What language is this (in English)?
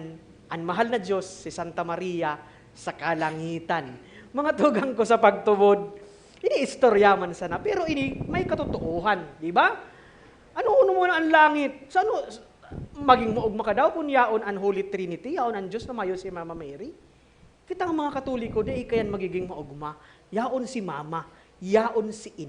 Bikol